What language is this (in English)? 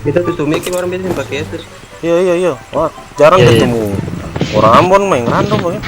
Ambonese Malay